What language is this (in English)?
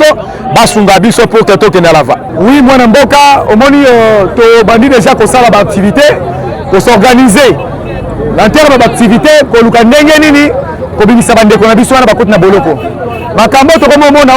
Lingala